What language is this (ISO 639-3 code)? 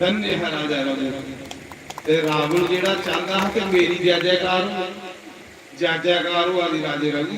doi